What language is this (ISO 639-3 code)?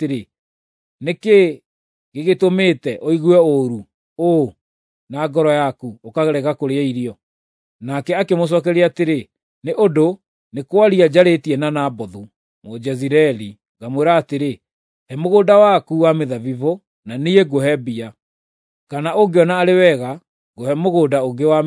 kik